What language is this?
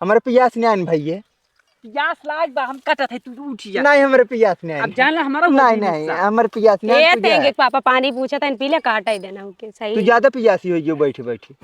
Awadhi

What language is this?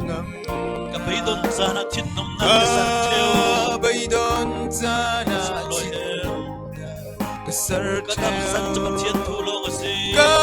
Falam Chin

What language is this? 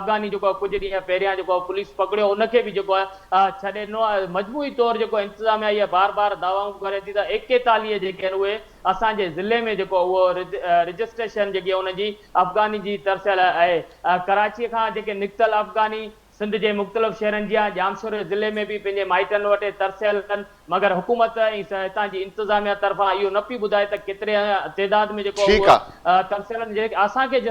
Sindhi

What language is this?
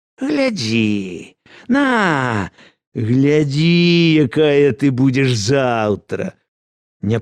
Belarusian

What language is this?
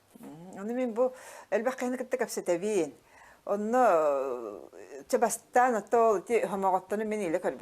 Yakut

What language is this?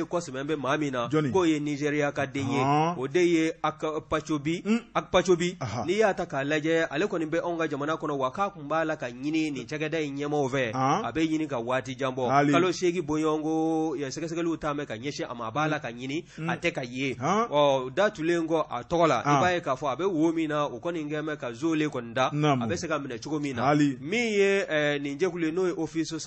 Bambara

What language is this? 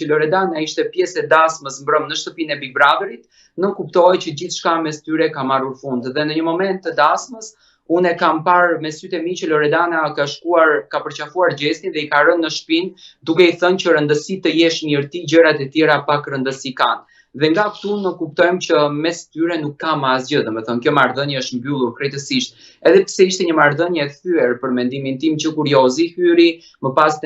Albanian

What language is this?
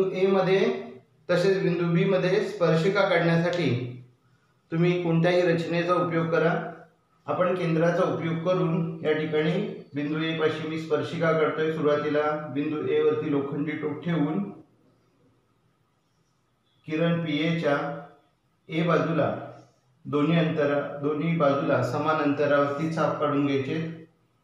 Marathi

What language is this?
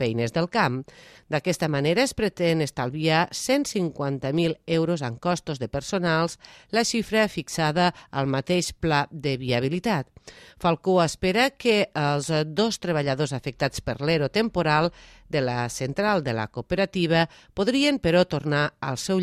Catalan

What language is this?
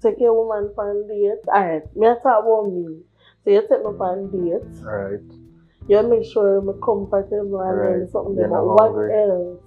Jamaican Creole English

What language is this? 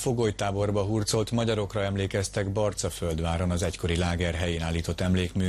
Hungarian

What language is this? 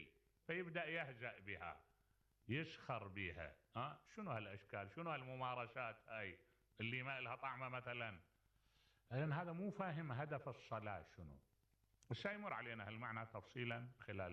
Mesopotamian Arabic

